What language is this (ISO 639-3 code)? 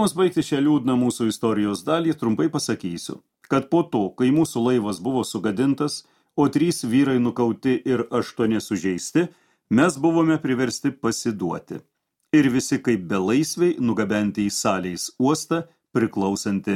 lit